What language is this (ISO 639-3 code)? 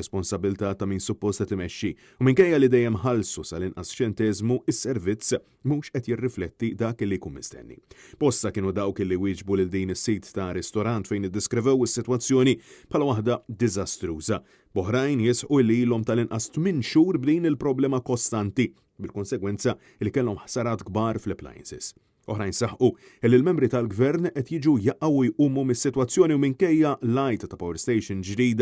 mlt